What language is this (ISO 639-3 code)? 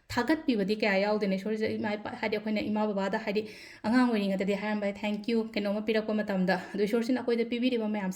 mni